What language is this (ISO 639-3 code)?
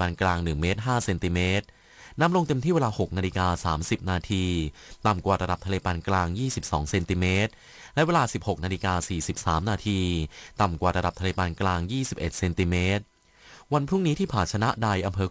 tha